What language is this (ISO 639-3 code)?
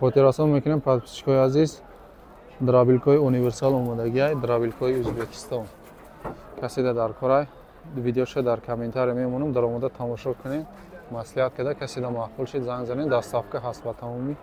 tgk